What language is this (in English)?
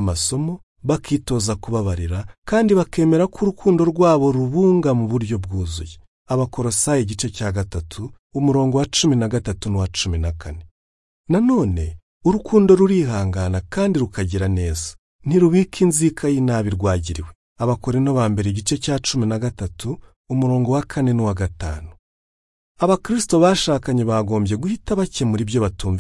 Kinyarwanda